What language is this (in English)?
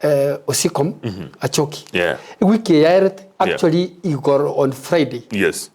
Gusii